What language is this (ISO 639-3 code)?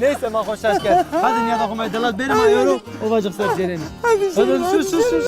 zza